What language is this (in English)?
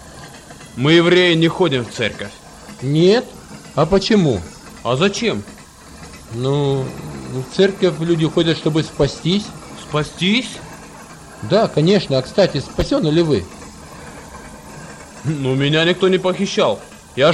Russian